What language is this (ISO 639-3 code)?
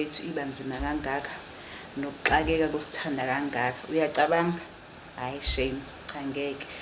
zul